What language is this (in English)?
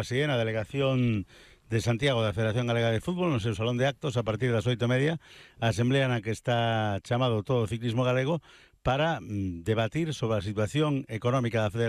Galician